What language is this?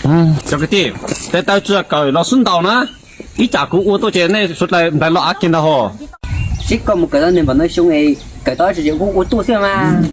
Hmong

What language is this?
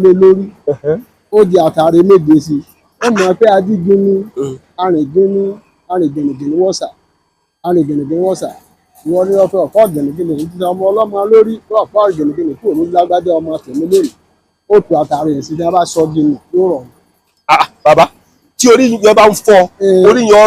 Yoruba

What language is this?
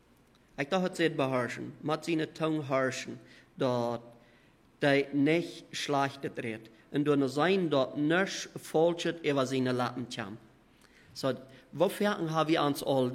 Plautdietsch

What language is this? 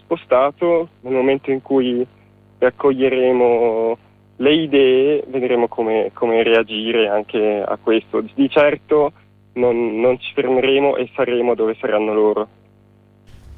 Italian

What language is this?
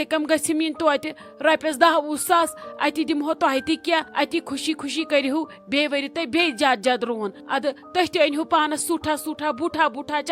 Kashmiri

